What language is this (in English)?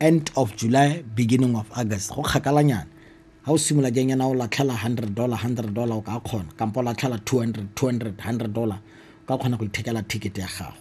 Tswana